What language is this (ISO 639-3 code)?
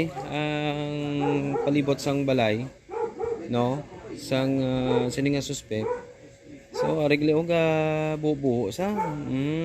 hil